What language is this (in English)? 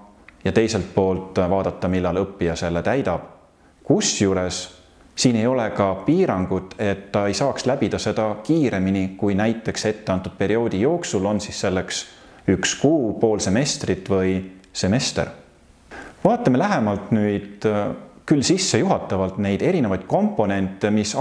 Estonian